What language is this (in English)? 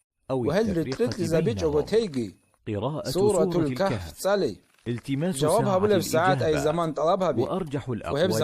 Avaric